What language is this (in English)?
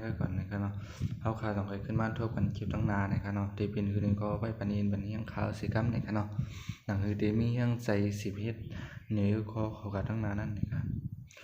Shan